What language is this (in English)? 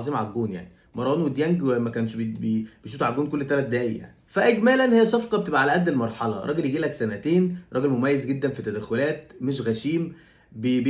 Egyptian Arabic